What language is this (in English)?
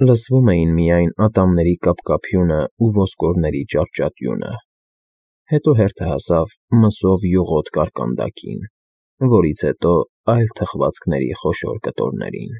Armenian